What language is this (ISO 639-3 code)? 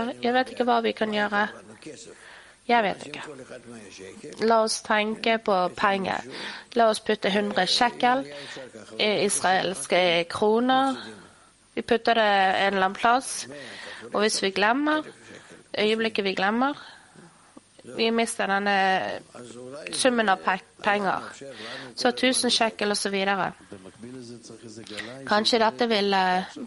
nor